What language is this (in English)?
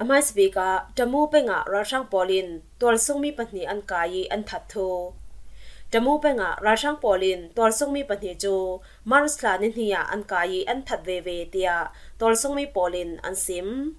Falam Chin